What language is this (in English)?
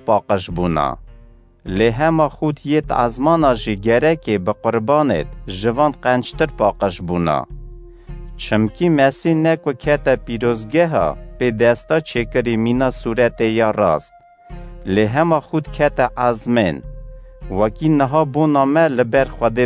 Kurdish